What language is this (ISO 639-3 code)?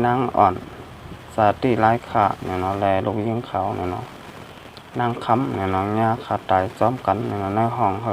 shn